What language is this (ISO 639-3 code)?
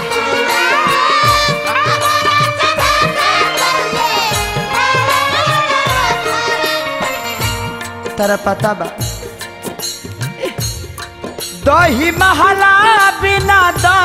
bho